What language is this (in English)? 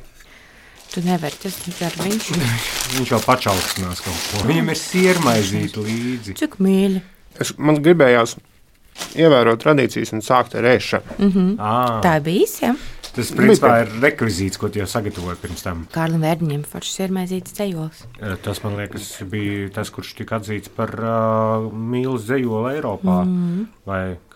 Latvian